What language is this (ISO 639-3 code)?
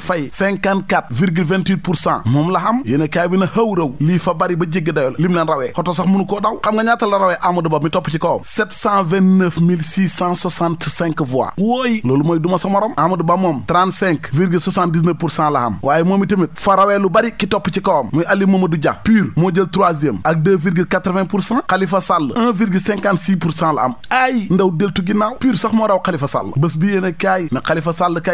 wol